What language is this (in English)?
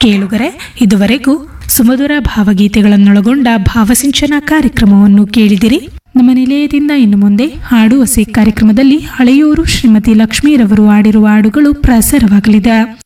Kannada